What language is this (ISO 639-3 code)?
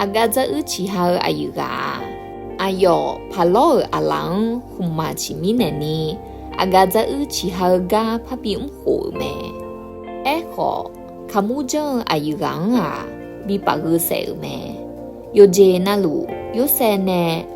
ahk